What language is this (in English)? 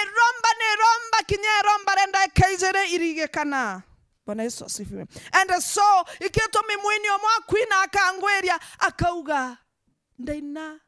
Meru